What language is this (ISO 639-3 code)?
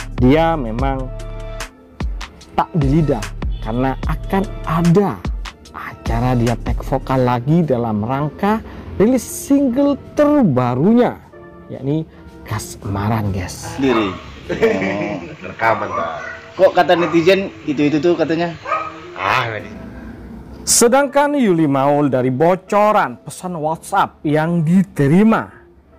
ind